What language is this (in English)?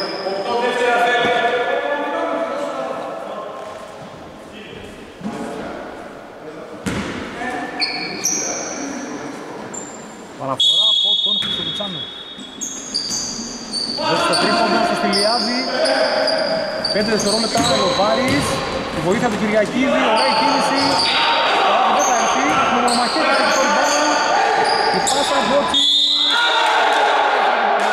Greek